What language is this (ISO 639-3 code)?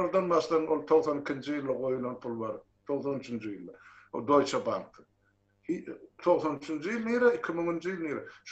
tuk